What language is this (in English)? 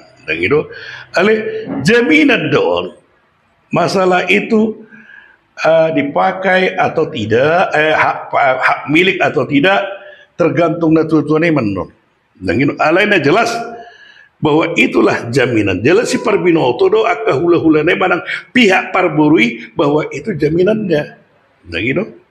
Batak Toba